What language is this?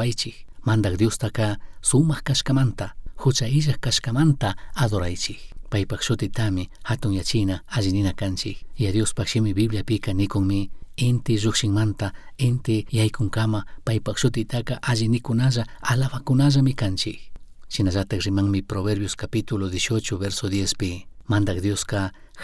Chimborazo Highland Quichua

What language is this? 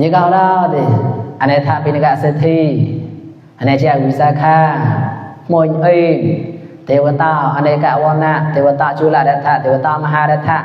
Mon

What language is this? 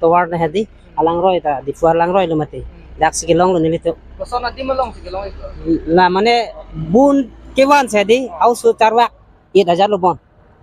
Karbi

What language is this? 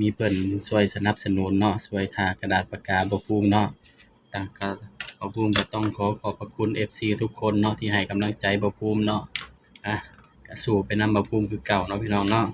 Northeastern Thai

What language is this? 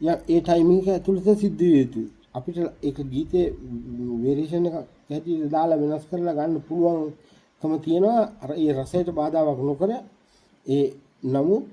Sinhala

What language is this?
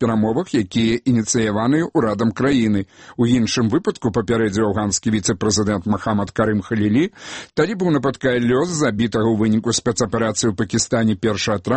Belarusian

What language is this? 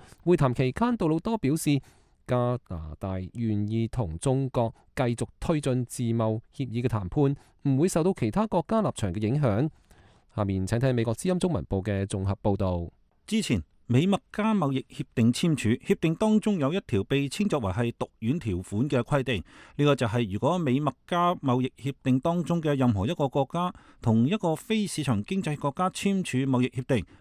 Cantonese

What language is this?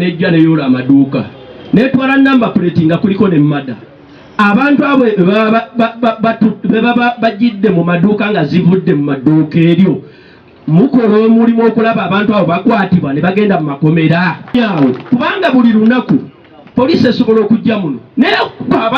Ganda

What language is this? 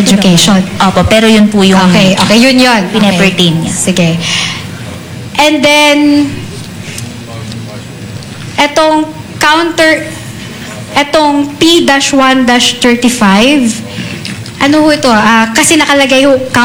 Filipino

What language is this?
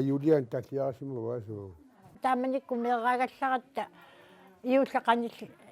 Kalaallisut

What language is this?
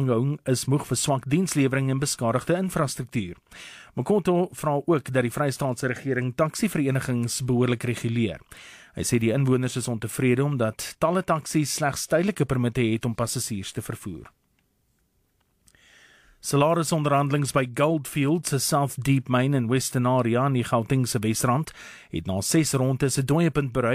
Afrikaans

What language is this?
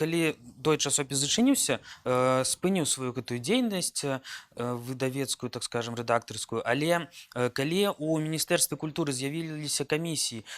Belarusian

